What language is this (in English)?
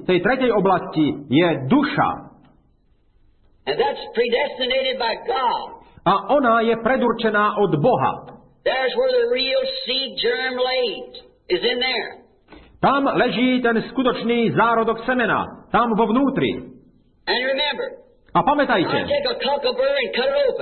Slovak